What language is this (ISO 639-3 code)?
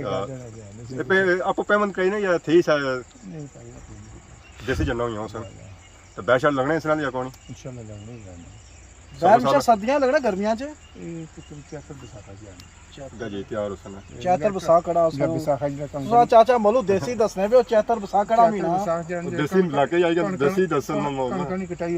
phr